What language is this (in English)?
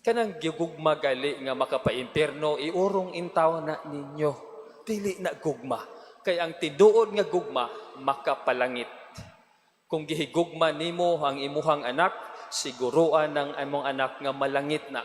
Cebuano